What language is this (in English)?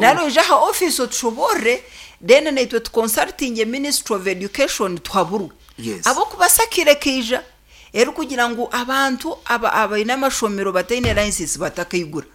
Nyankole